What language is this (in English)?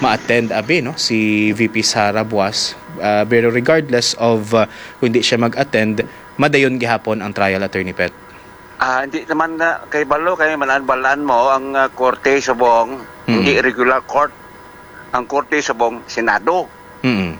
Hiligaynon